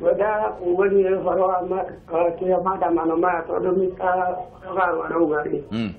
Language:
Kikuyu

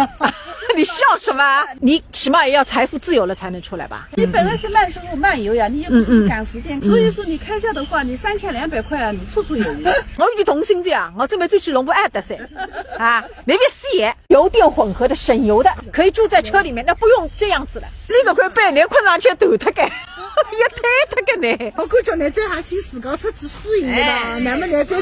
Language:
Wu Chinese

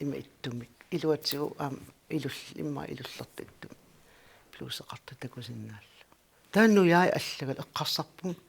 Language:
Kalaallisut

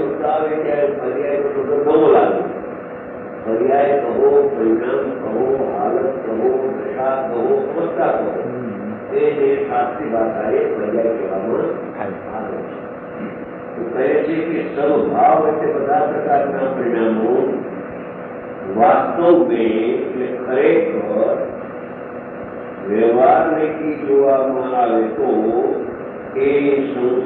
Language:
Gujarati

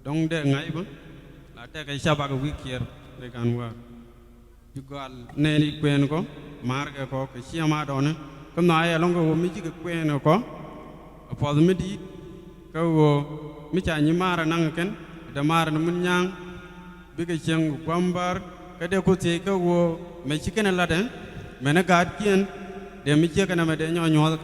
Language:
Nuer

